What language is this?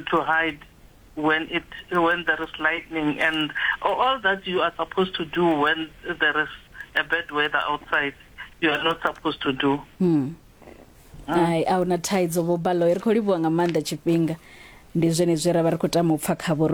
Venda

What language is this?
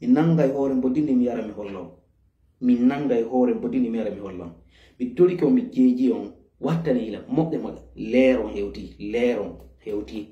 Fula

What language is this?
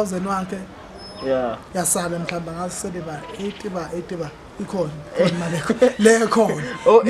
Zulu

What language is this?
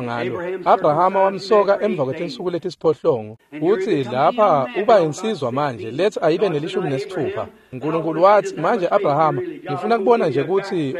Swati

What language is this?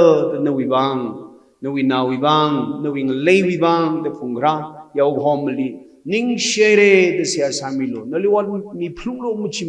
Tangkhul Naga (India)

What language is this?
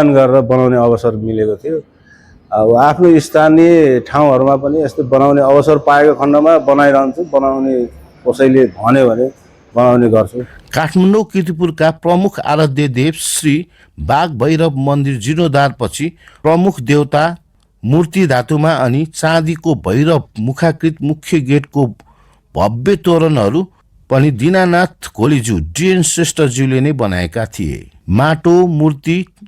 Nepali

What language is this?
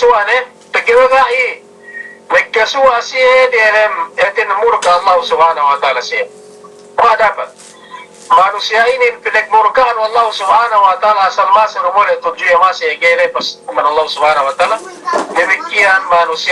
Yakan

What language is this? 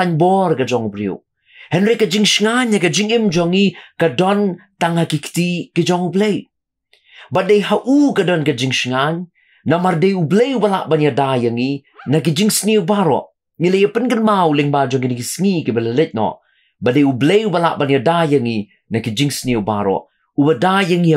Khasi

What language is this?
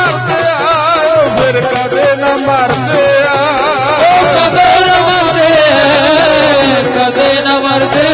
Punjabi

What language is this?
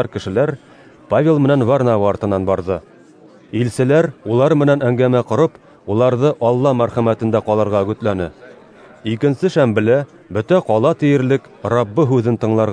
Bashkir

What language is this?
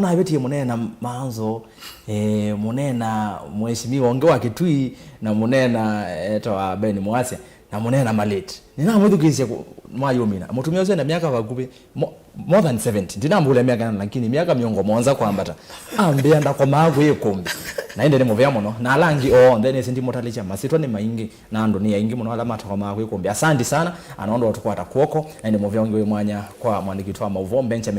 Kamba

